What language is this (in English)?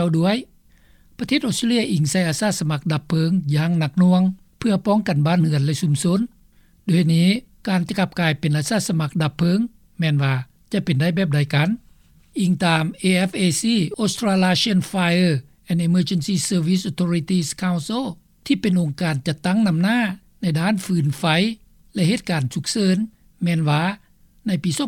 Lao